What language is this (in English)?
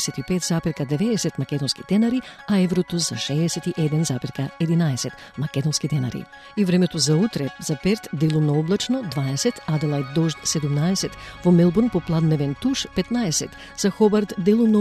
Macedonian